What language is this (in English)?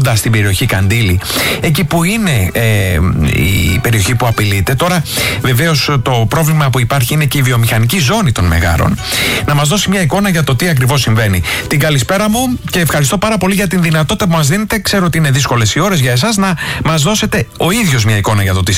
Greek